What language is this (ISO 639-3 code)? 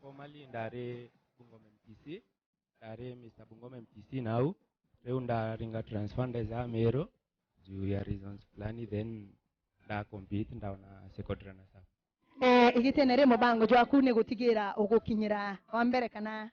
mer